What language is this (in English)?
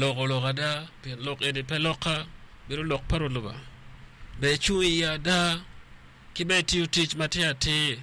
Acoli